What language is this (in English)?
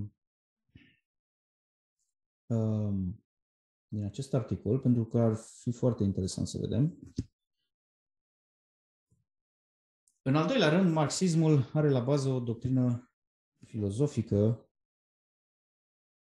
Romanian